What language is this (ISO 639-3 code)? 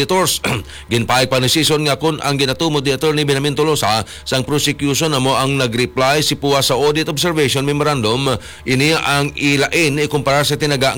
hil